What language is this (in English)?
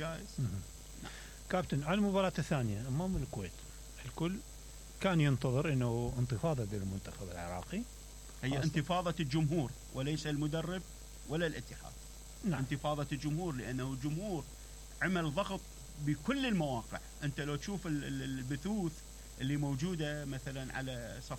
Mesopotamian Arabic